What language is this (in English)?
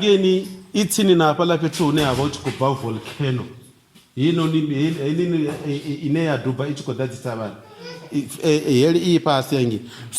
Venda